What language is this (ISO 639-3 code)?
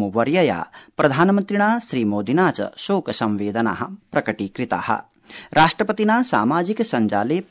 san